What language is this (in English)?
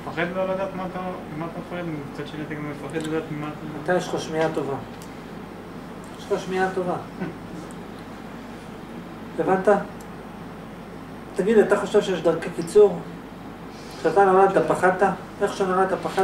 Hebrew